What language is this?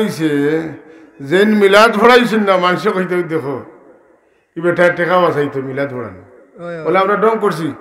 Sylheti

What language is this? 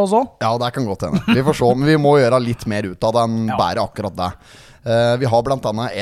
Norwegian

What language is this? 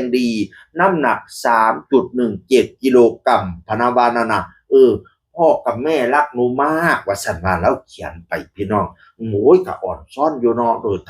Northeastern Thai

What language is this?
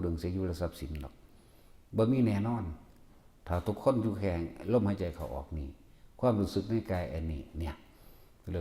Northeastern Thai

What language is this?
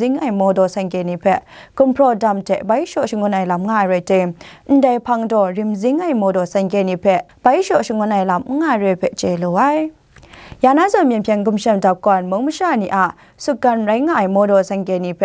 Kachin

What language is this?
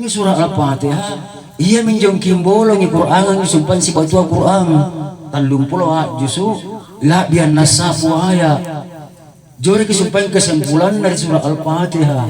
Makasar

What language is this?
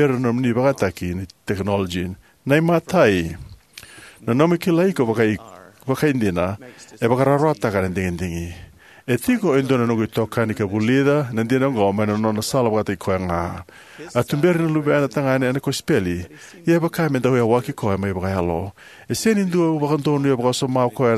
Fijian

